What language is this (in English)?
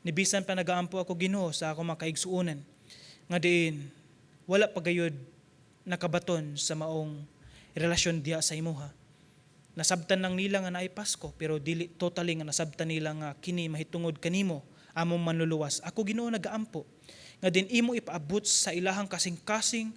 Cebuano